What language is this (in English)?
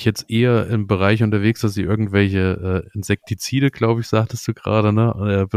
German